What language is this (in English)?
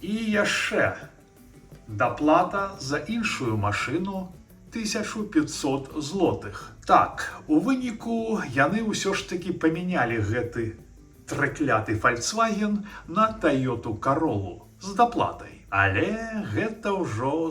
Belarusian